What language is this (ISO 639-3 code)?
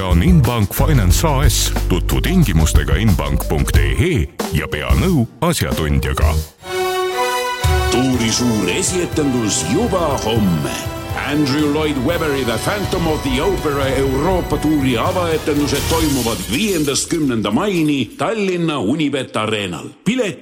est